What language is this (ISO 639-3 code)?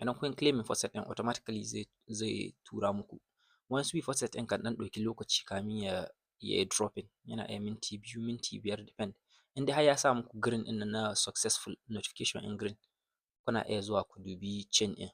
hau